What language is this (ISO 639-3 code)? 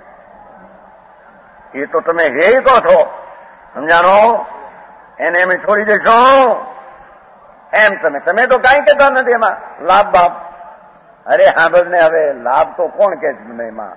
guj